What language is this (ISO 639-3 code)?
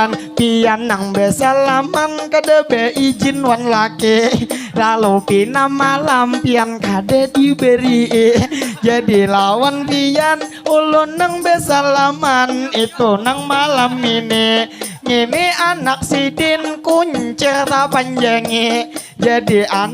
bjn